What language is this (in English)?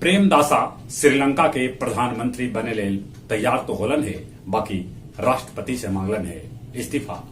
Magahi